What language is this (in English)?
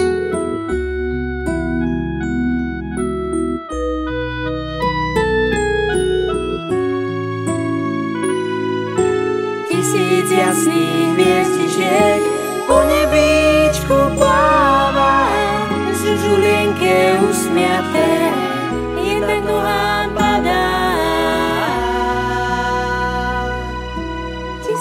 Slovak